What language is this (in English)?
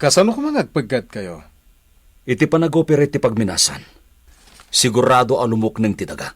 Iloko